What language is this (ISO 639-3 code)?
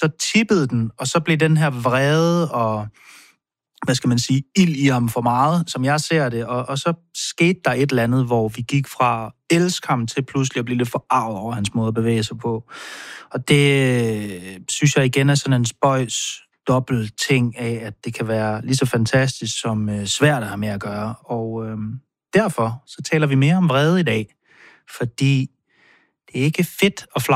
dan